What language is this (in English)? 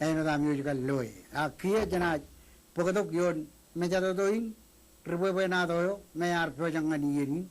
Marshallese